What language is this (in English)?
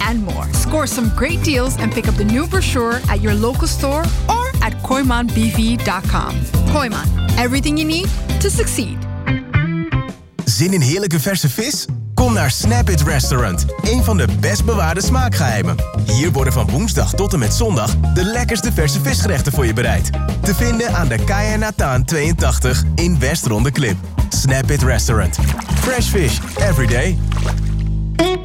Dutch